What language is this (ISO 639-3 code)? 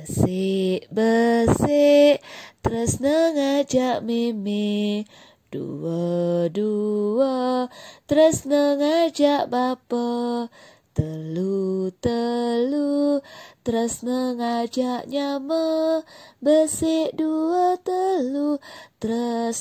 ban